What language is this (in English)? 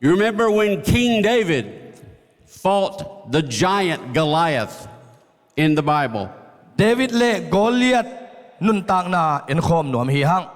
Tedim Chin